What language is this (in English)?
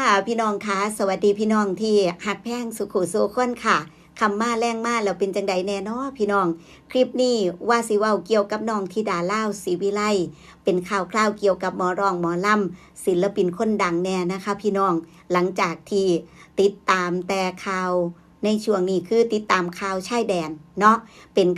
Northeastern Thai